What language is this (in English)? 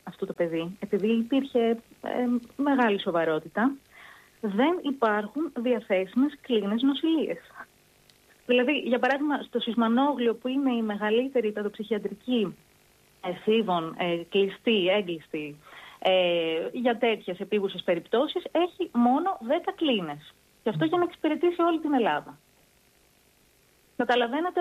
Greek